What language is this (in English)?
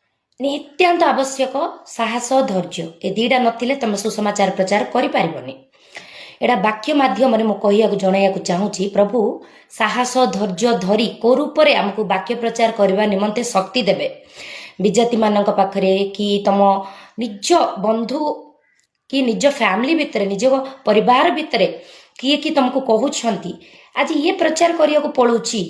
Odia